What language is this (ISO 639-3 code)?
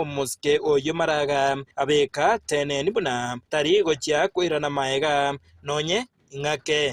guz